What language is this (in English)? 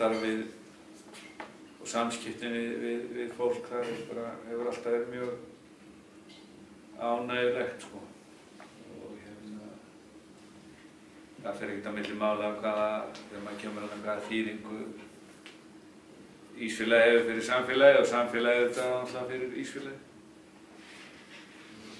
Icelandic